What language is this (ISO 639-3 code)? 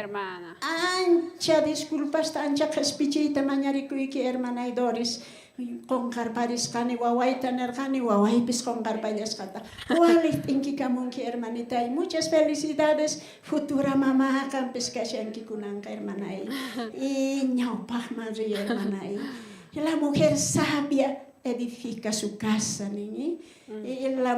quh